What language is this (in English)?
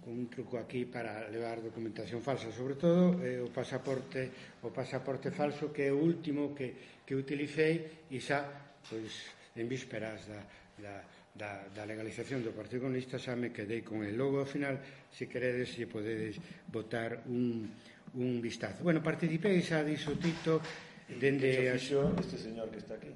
Galician